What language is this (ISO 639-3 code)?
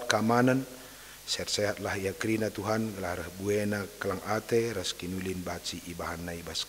btx